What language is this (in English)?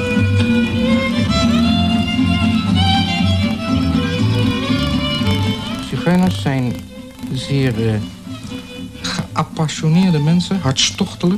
Dutch